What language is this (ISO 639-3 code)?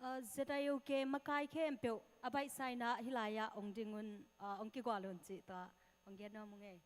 ctd